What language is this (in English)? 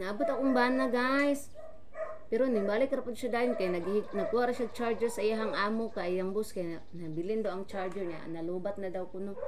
Cebuano